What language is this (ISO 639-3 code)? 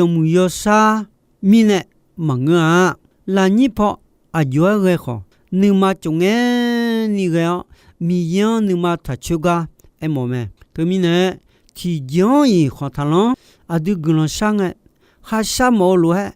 ahk